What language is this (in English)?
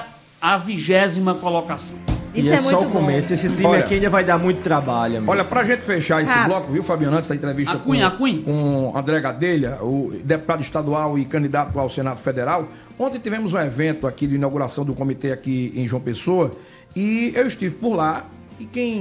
Portuguese